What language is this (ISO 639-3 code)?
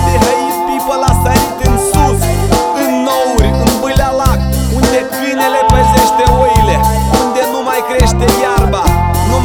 ron